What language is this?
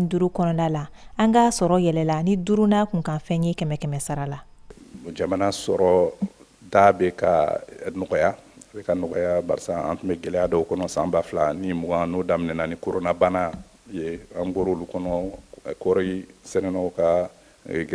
Bambara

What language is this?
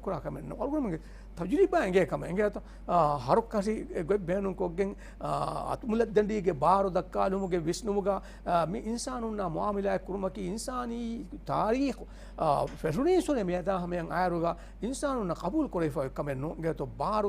Divehi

